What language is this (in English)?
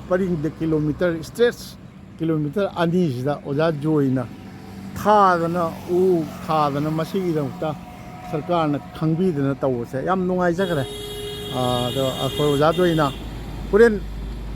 Manipuri